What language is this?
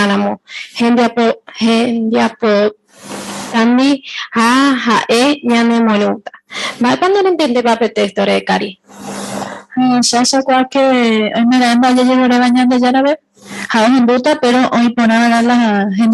Guarani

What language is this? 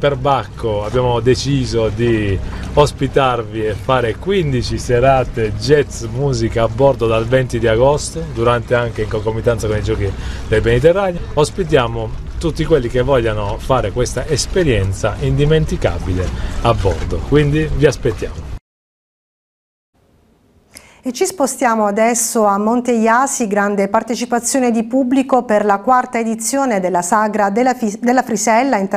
Italian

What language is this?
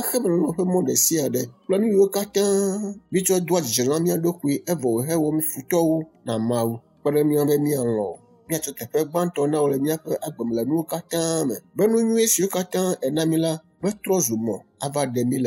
Ewe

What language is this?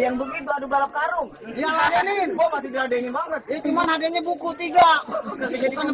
Betawi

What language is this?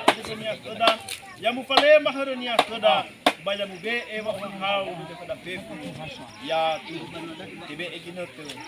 Nias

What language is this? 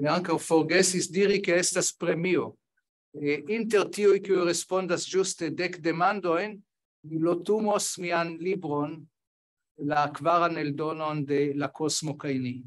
Esperanto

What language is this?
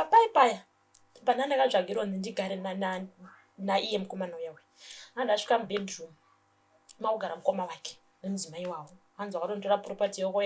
Shona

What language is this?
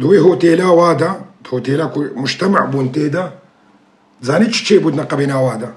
Kurdish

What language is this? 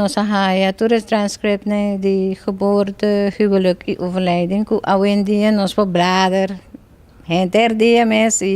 Papiamento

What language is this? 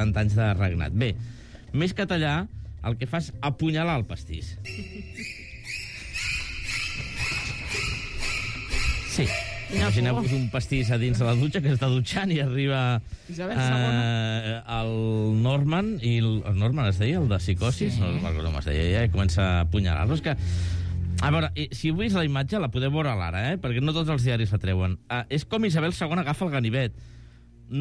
Catalan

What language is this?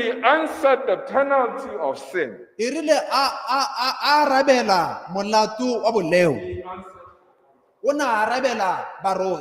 Tswana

